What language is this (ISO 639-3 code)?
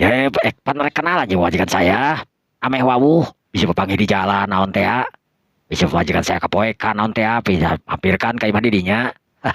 sun